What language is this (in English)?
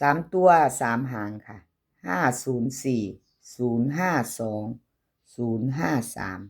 Lao